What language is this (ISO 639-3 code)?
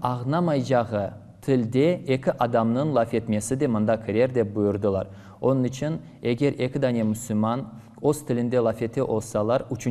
crh